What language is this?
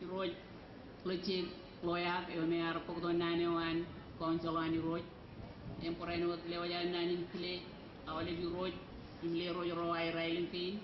Marshallese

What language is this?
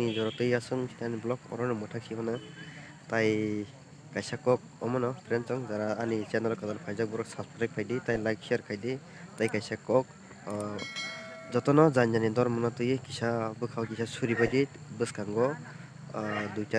Kok Borok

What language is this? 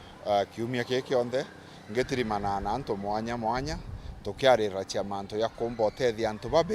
Meru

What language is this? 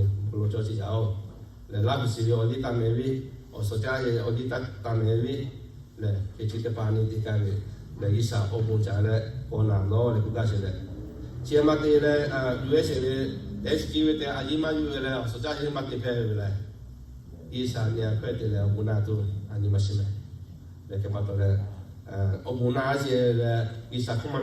Lahu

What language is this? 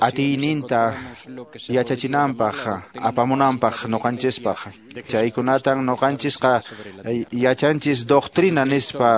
Quechua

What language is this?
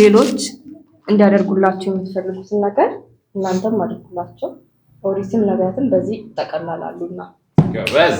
Amharic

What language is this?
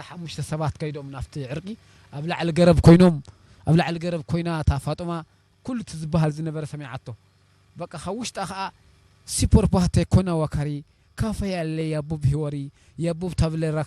Tigre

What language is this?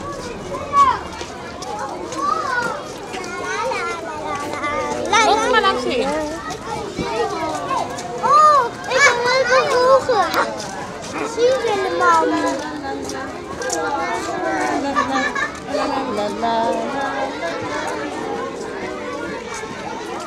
Dutch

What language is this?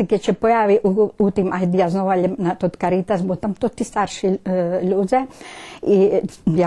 Rusyn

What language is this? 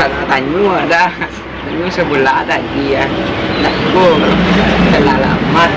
Minangkabau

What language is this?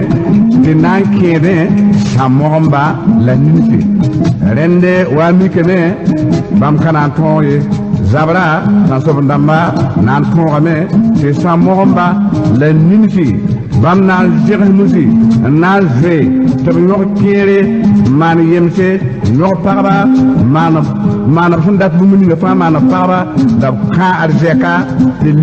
Mossi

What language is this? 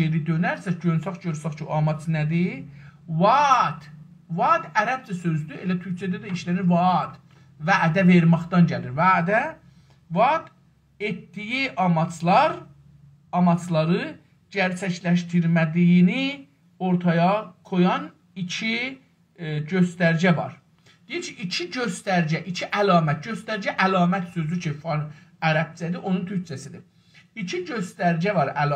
South Azerbaijani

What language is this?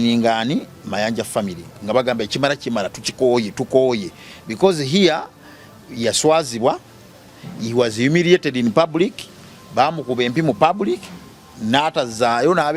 Ganda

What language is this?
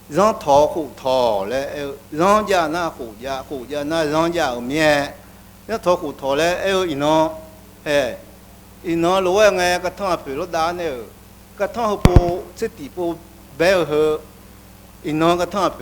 Akha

